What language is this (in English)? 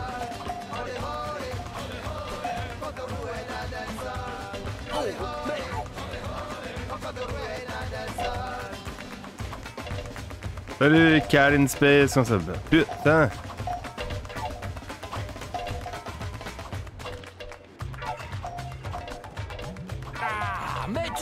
French